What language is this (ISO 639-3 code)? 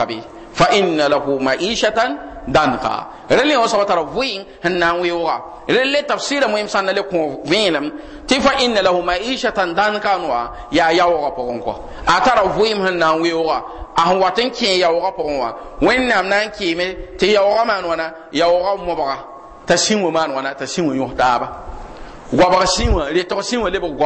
mos